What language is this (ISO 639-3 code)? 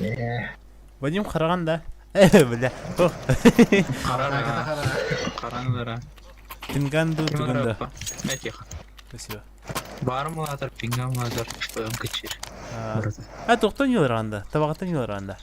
sah